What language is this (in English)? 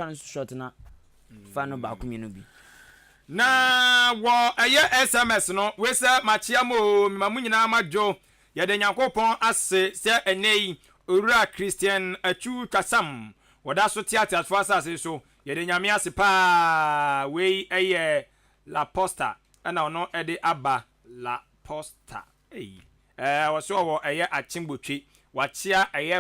Akan